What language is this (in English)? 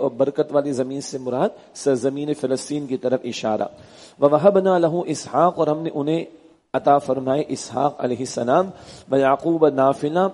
Urdu